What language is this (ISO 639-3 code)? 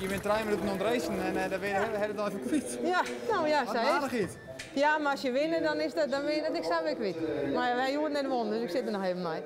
fry